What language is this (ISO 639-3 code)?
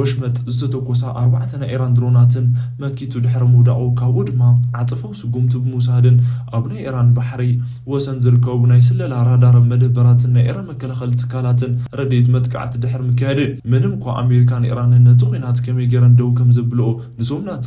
tir